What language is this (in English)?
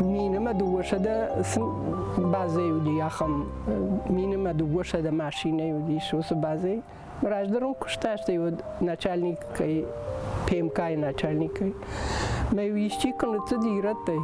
Ossetic